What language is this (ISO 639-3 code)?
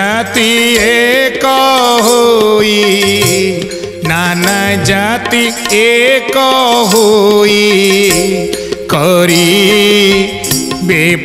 ori